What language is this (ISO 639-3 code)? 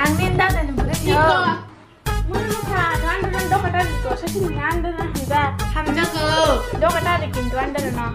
trp